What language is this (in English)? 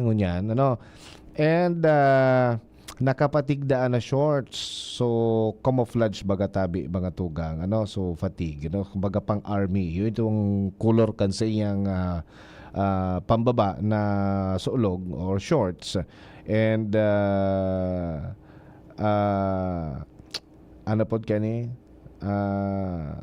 Bikol